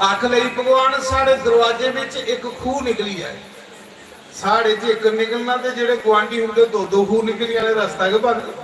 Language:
Dogri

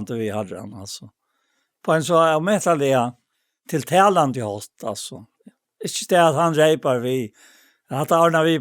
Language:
Faroese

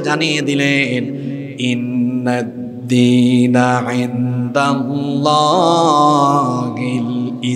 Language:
Bangla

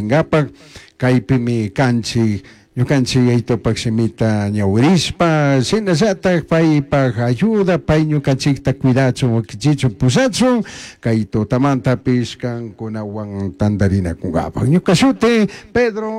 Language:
Chimborazo Highland Quichua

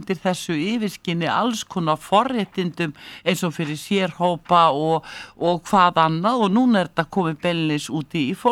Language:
Icelandic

